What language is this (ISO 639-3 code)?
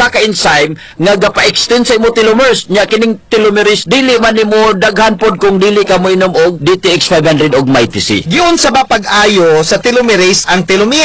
ceb